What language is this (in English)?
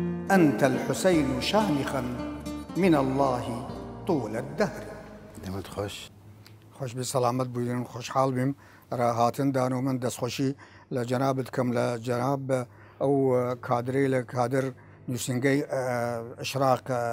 Southern Kurdish